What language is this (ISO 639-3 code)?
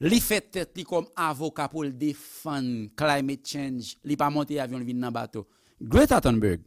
hat